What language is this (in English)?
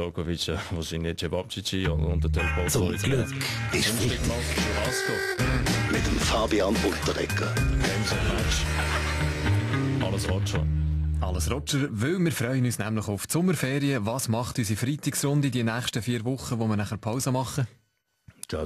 Swiss German